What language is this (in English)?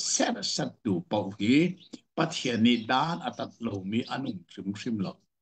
Hakha Chin